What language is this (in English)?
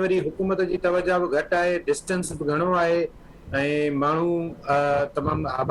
Sindhi